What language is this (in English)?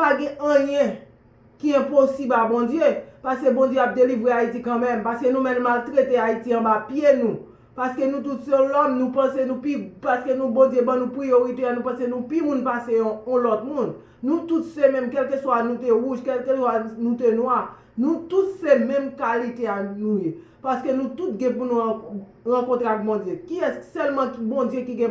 Haitian Creole